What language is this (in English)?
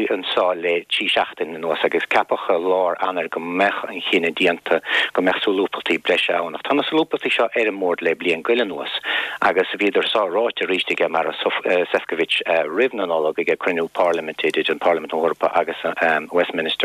Irish